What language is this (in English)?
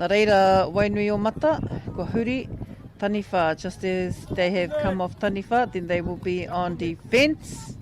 Māori